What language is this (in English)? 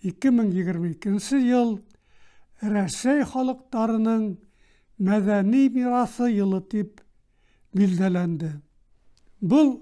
Bashkir